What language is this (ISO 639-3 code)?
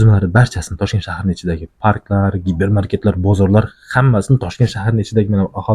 uzb